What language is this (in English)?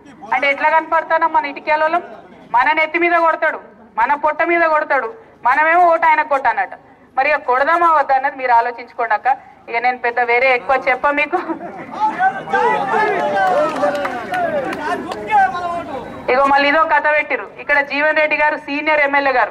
Telugu